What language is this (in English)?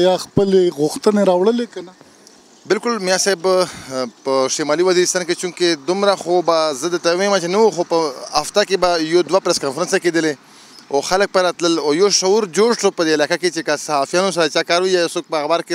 Pashto